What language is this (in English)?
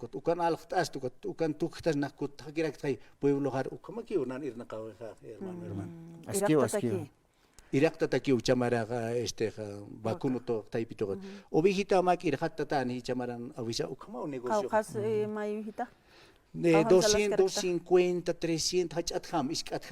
Aymara